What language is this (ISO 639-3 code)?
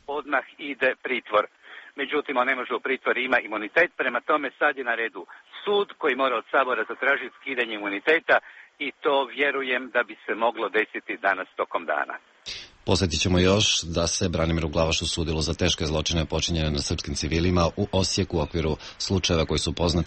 srp